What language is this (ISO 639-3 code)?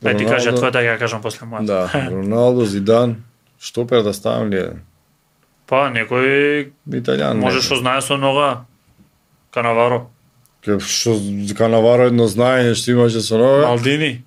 mkd